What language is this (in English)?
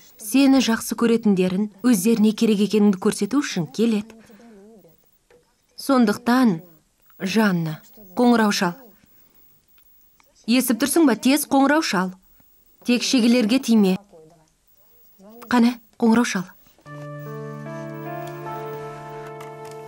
Kazakh